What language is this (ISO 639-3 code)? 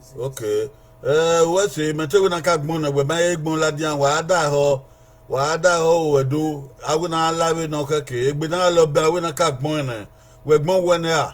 bin